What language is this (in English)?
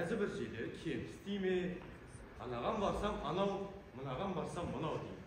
Kara-Kalpak